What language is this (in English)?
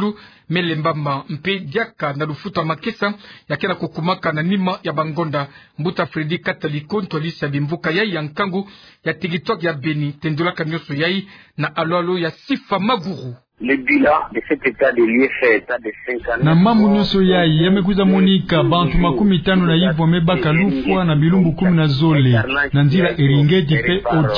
Kituba (Democratic Republic of Congo)